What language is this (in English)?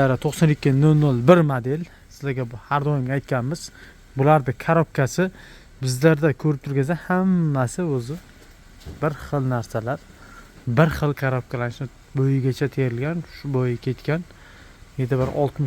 Uzbek